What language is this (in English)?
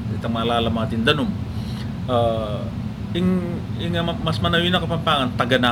Pampanga